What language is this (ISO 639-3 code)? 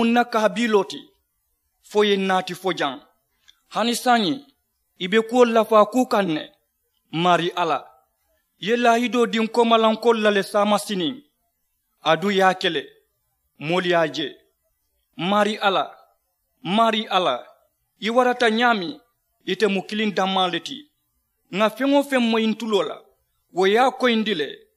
man